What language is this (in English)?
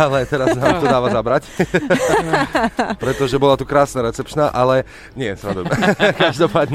Slovak